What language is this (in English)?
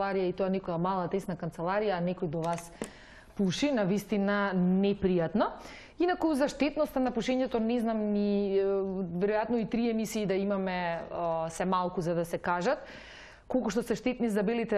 Macedonian